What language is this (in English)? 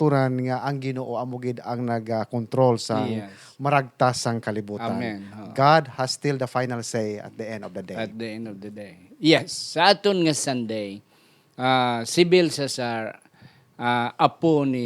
Hiligaynon